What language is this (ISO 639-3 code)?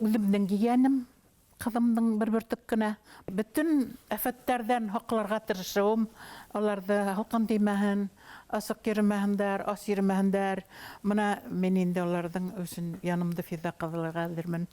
bak